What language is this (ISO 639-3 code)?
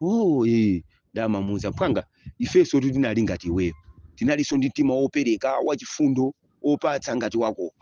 nya